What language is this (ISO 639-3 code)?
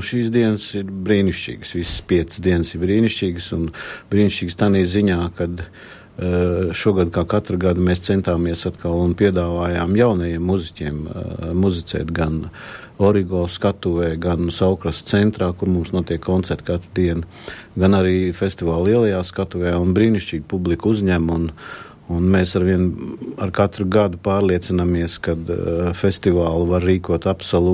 lav